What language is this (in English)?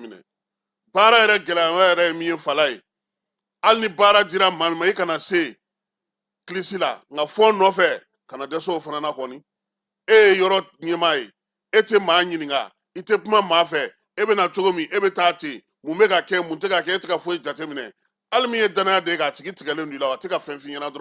Bambara